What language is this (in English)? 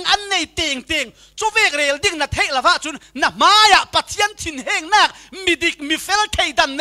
Falam Chin